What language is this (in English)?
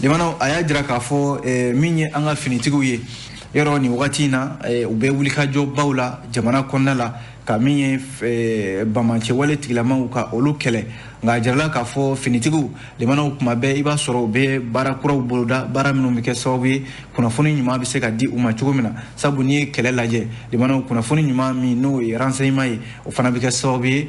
Bambara